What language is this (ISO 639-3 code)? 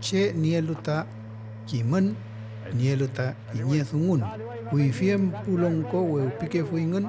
arn